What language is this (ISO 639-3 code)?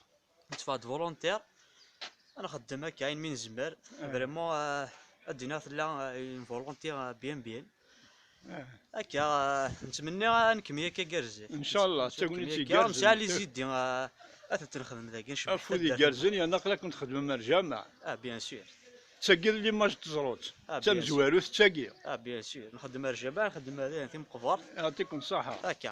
kab